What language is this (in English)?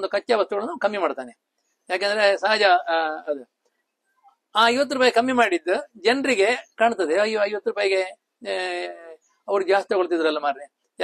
Kannada